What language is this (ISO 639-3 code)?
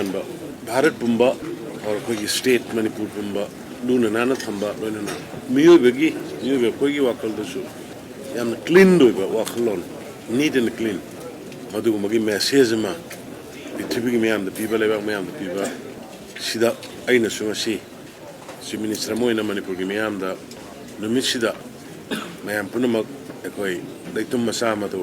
mni